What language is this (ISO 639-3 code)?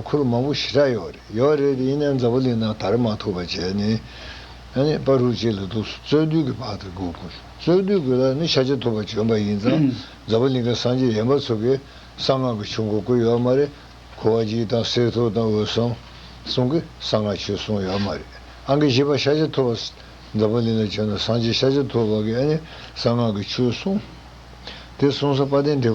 bod